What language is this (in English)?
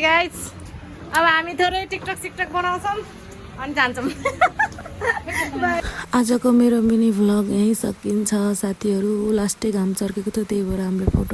Nepali